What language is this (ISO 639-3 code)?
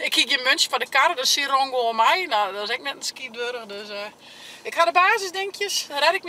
fry